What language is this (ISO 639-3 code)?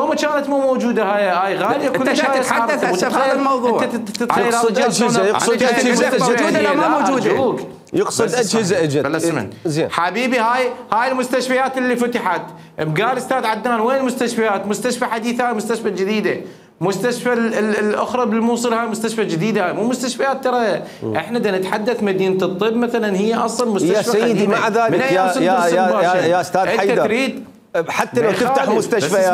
acm